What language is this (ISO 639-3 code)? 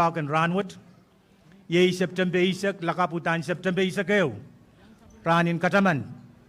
pon